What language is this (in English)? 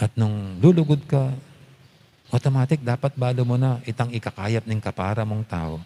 Pampanga